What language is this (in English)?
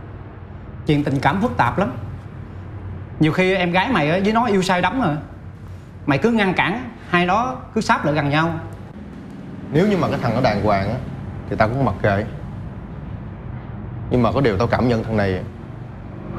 Vietnamese